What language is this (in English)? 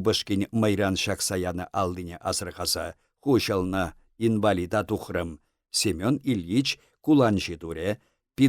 Chuvash